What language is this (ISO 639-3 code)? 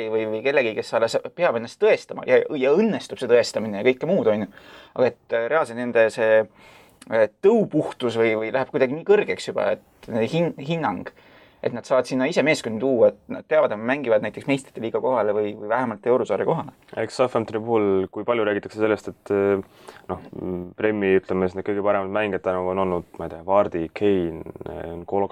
est